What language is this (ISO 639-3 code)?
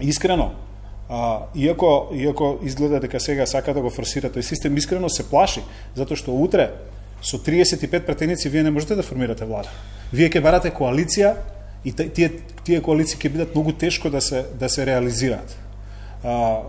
mkd